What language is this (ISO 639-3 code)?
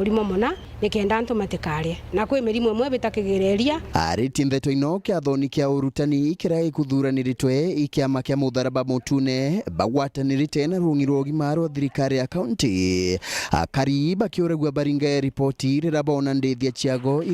mer